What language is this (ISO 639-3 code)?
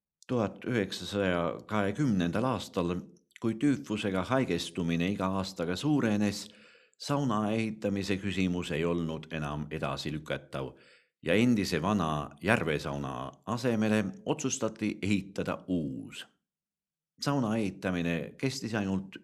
est